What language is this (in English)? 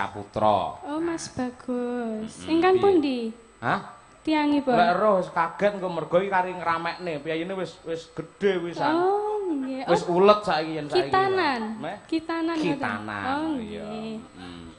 Javanese